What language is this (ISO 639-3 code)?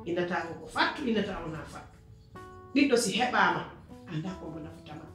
fuf